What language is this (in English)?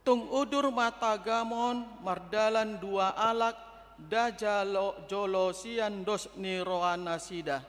Batak Toba